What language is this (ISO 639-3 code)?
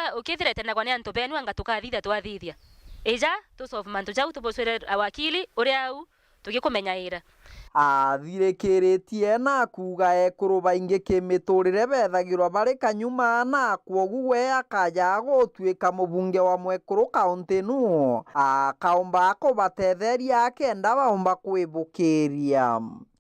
mer